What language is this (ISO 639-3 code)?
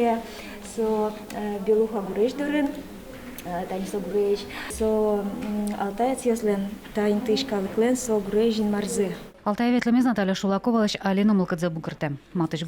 udm